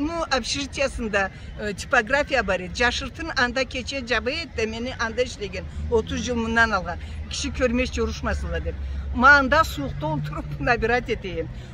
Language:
Karachay-Balkar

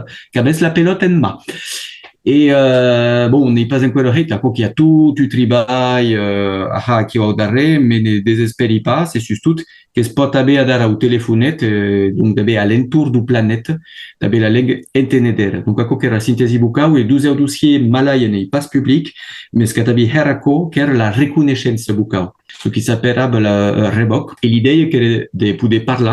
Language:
Occitan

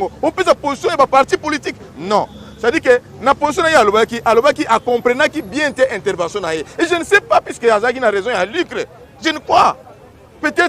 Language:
Lingala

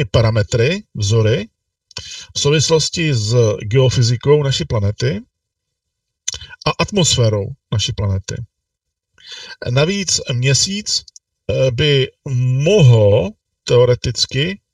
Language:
Czech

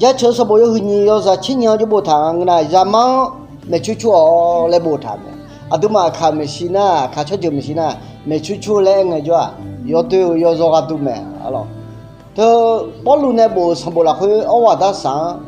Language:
Akha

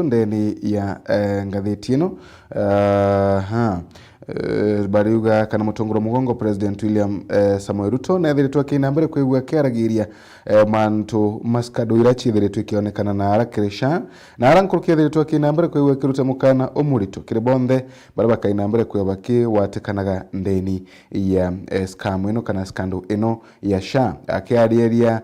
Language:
Meru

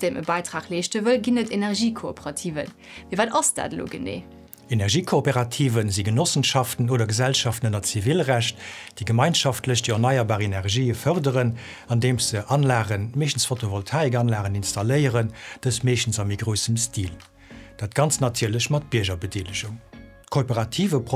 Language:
Luxembourgish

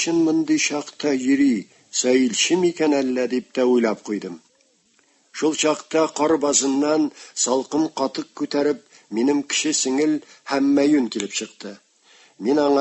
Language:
Tatar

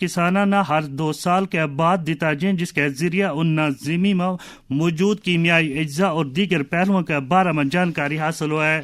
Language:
Gujari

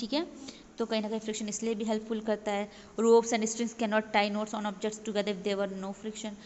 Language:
Hindi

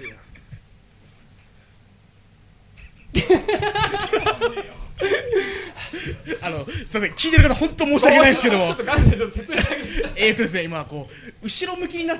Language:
Japanese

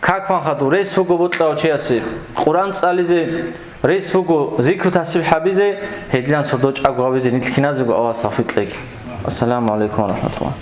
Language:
Avaric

